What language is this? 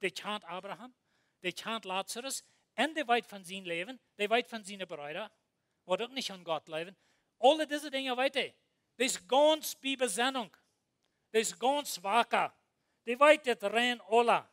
Plautdietsch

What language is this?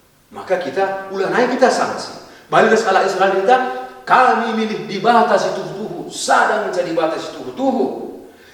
Batak Karo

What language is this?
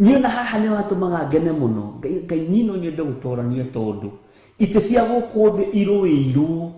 Kikuyu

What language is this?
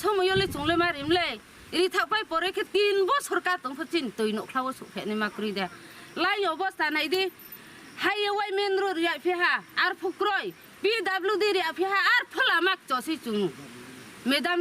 Riang (India)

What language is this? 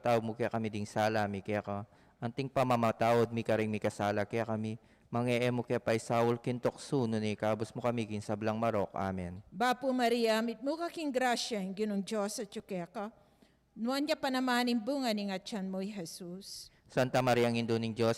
Pampanga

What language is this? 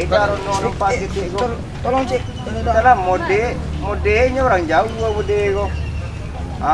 Minangkabau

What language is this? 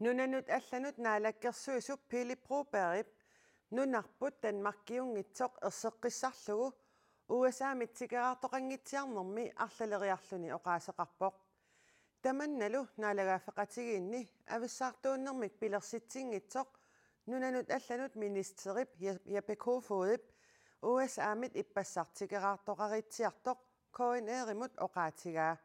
Kalaallisut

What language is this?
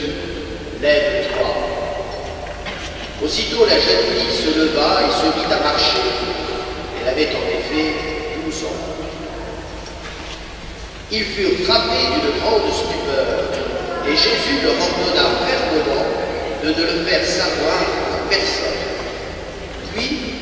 French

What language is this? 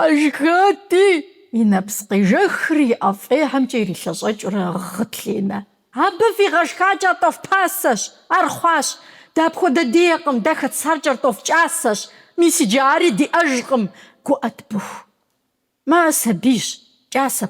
Kabardian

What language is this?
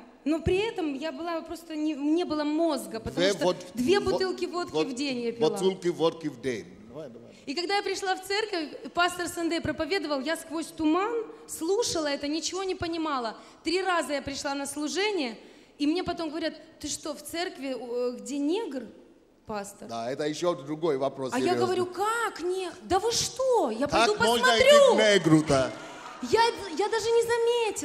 Russian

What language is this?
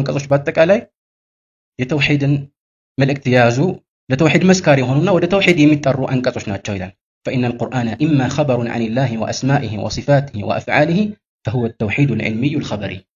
Amharic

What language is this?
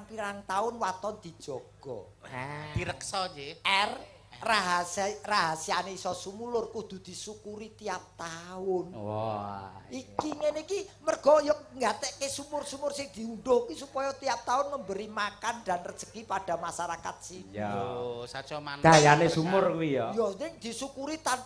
Javanese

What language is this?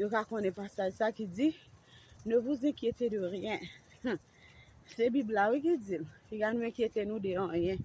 Haitian Creole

